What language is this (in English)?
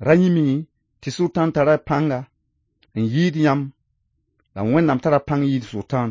Mossi